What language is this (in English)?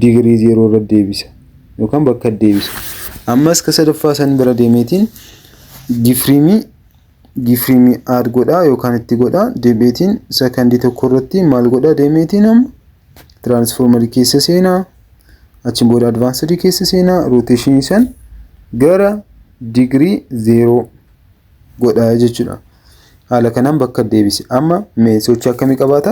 Oromo